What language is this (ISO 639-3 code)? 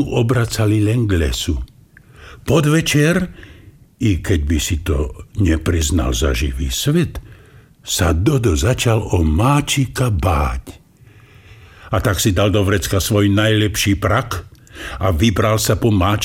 slk